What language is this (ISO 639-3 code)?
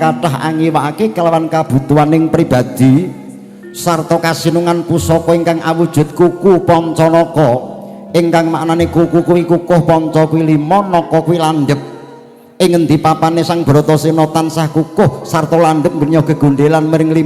jav